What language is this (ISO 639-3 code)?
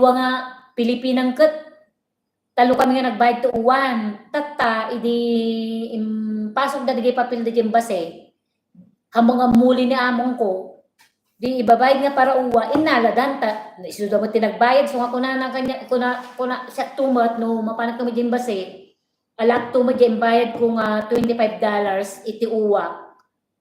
ilo